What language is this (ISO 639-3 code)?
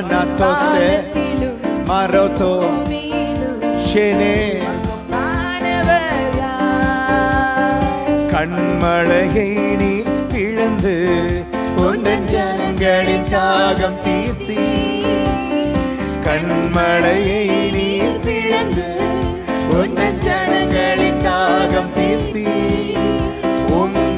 tam